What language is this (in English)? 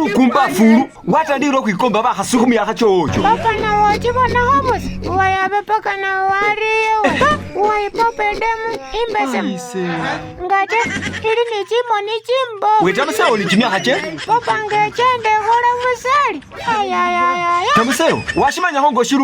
Masaaba